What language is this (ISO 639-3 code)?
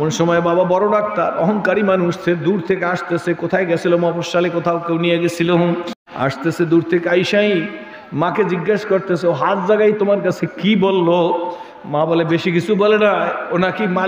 ben